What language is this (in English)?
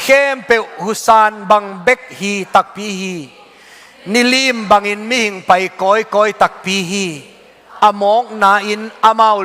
Tedim Chin